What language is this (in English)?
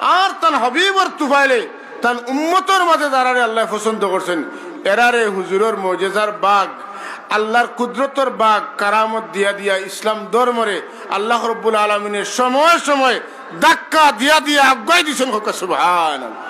Sylheti